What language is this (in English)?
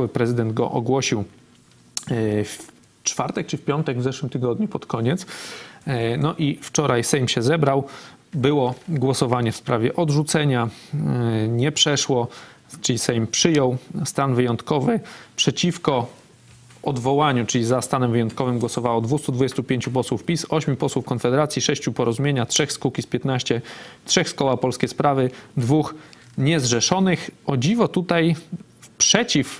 Polish